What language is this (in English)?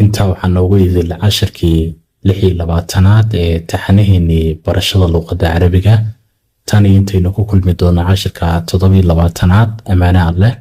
Somali